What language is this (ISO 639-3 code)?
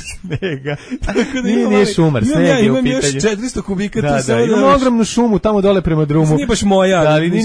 srp